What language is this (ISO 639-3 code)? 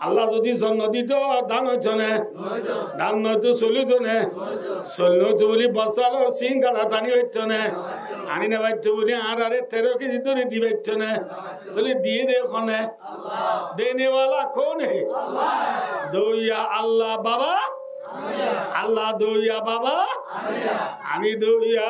rhg